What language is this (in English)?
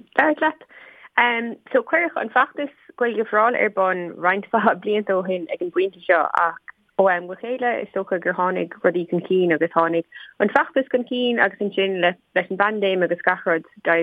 Irish